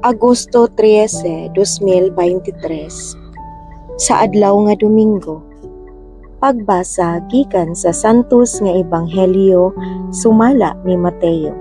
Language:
Cebuano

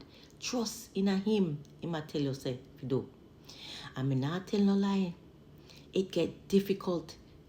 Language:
Jamaican Creole English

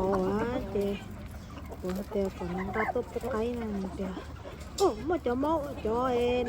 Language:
Hmong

